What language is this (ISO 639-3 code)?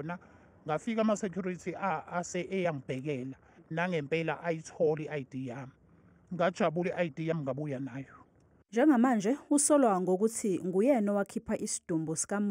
zul